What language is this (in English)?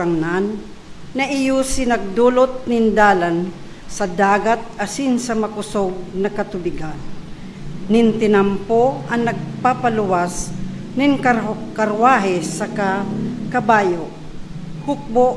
Bikol